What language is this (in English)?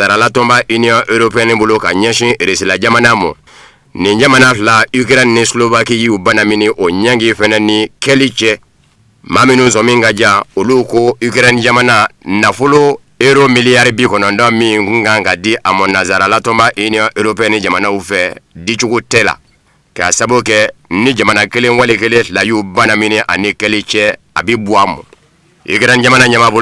Bambara